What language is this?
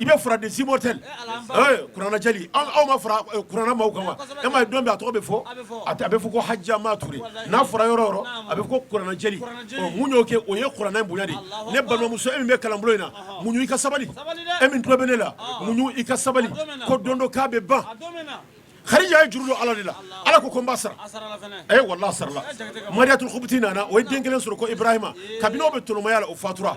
Bambara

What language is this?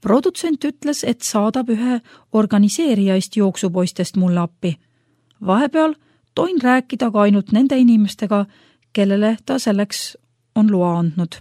Estonian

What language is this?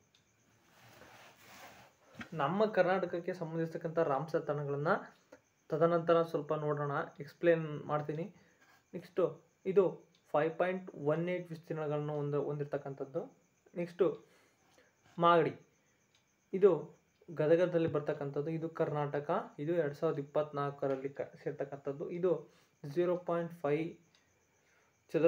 Kannada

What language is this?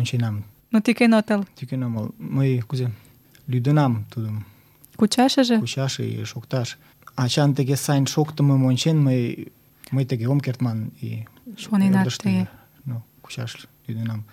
Mari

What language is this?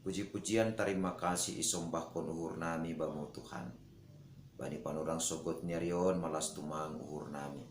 Batak Simalungun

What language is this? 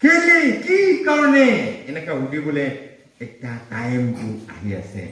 Naga Pidgin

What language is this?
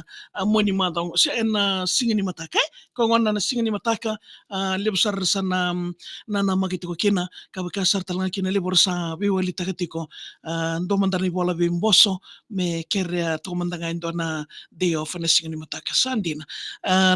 Fijian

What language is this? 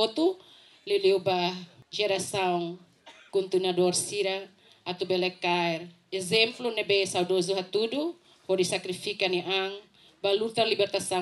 Tetum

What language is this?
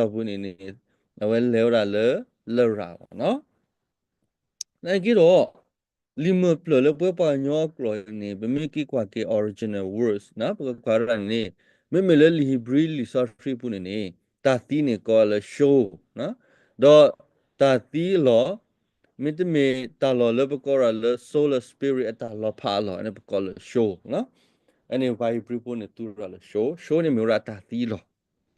S'gaw Karen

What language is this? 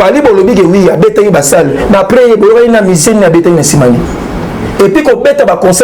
Lingala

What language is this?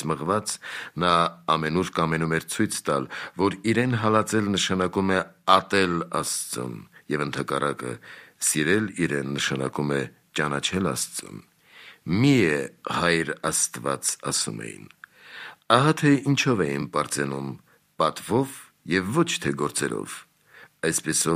Armenian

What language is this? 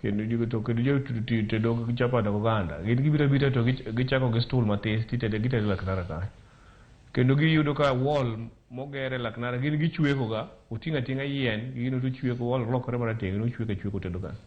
Luo (Kenya and Tanzania)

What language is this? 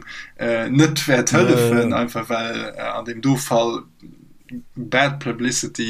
Luxembourgish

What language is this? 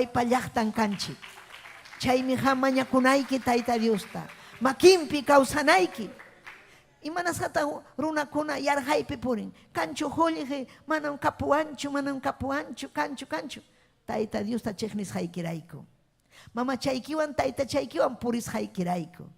Ayacucho Quechua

